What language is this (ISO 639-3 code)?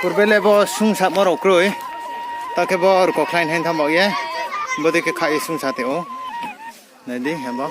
ria